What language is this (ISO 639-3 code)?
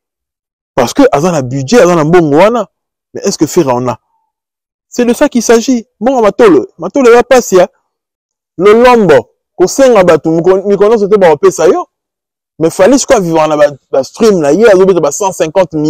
lin